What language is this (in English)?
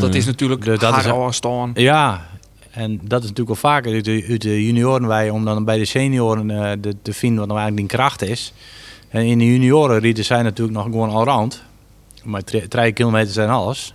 Western Frisian